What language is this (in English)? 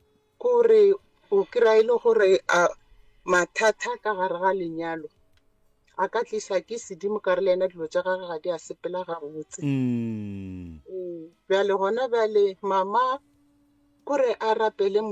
Northern Sotho